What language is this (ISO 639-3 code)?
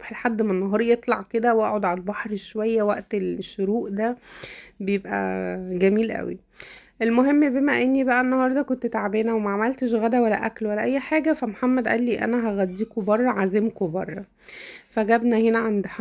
arz